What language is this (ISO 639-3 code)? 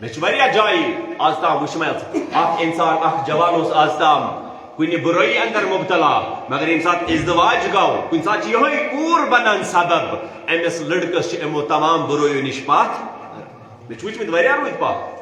kas